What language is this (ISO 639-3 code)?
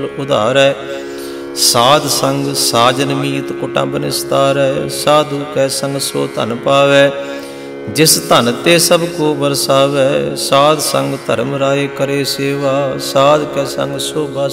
pan